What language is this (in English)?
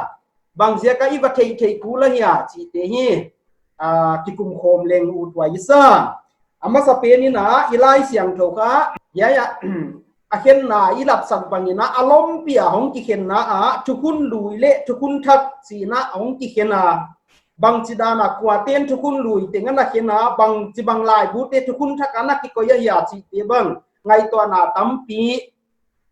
Paite Chin